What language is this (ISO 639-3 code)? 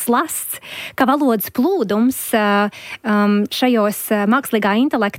lav